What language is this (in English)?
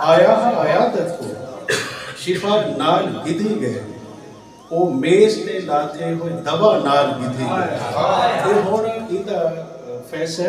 Saraiki